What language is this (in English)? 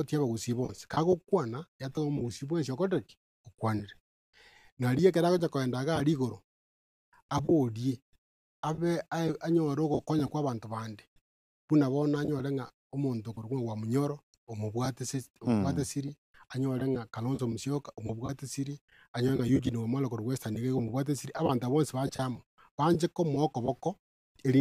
Gusii